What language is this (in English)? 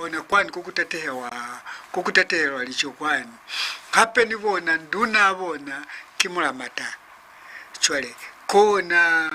Lozi